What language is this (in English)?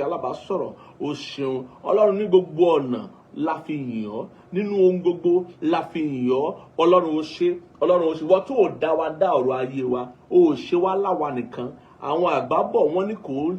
Yoruba